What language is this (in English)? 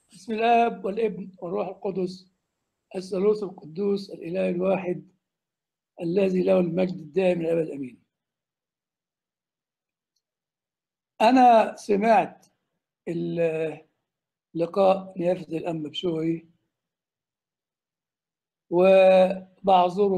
Egyptian Arabic